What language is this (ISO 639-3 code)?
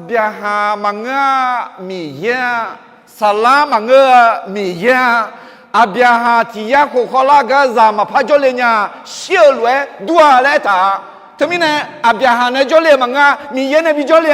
ahk